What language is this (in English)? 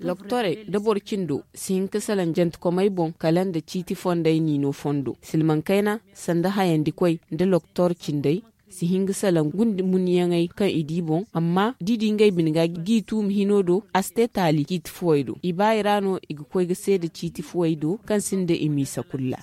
Zarma